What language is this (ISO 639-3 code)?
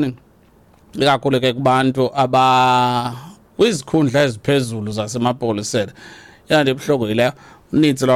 xho